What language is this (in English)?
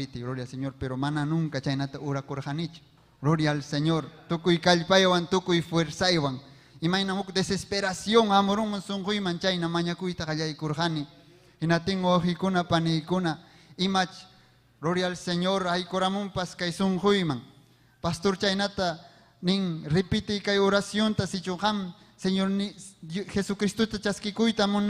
Ayacucho Quechua